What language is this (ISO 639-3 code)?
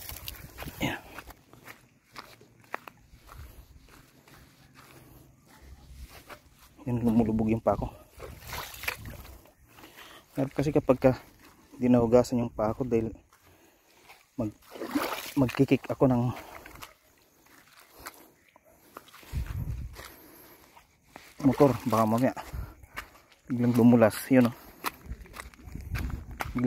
fil